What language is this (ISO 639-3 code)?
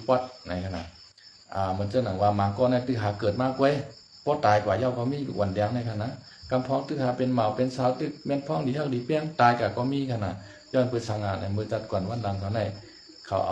shn